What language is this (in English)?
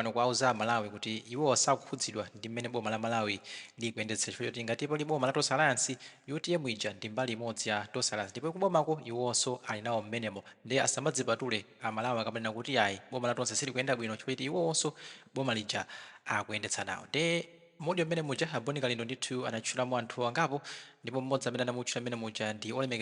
Nyanja